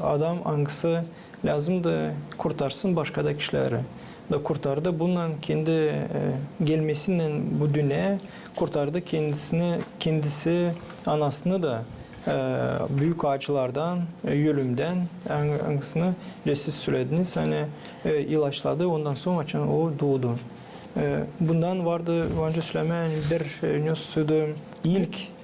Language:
Gagauz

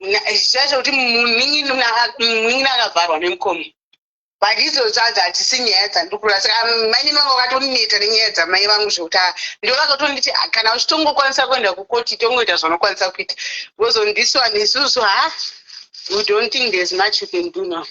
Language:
Shona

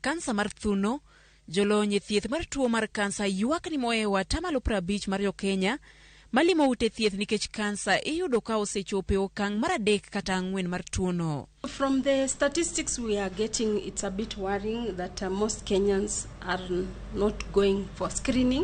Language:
Luo (Kenya and Tanzania)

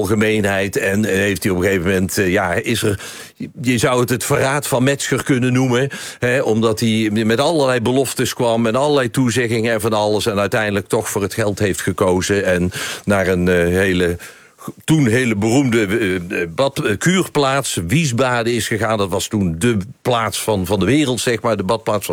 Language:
Dutch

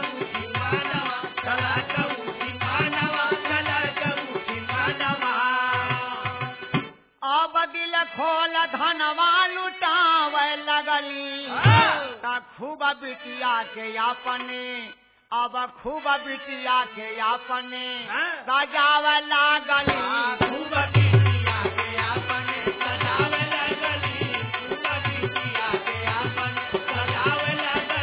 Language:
Bhojpuri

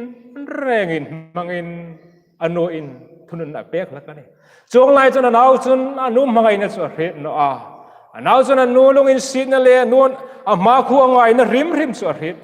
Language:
Hmar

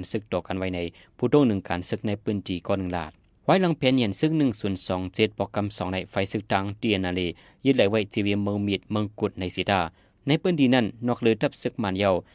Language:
Shan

